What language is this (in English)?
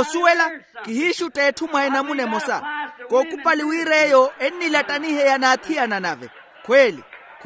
Makhuwa